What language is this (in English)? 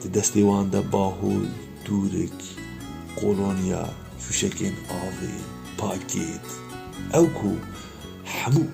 Kurdish